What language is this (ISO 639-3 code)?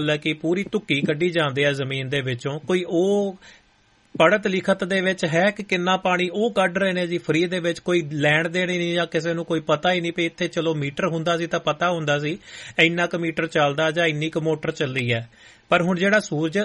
pan